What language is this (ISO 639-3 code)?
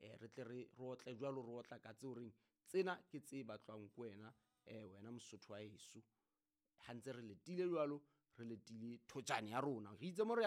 sot